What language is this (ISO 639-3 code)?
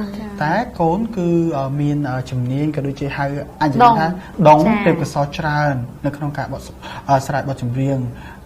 khm